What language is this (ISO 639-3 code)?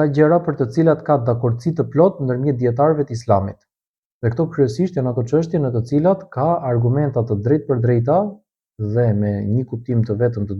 sqi